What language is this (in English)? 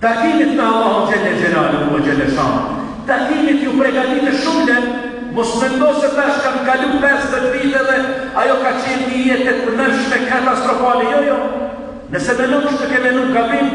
Albanian